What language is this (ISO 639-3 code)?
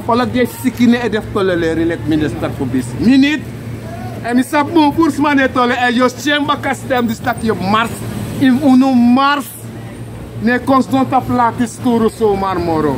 srn